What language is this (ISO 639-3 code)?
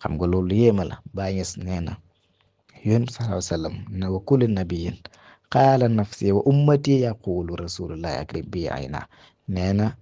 wol